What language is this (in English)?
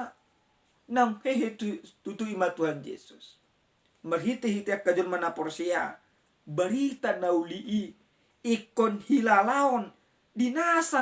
Batak Toba